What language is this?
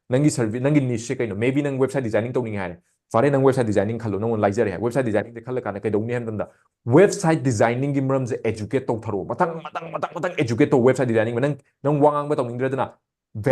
Manipuri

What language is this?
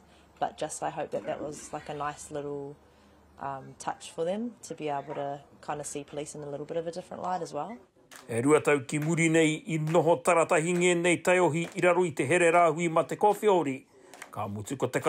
Māori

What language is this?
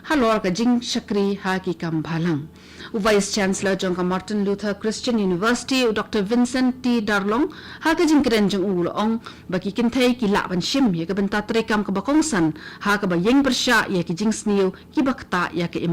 Khasi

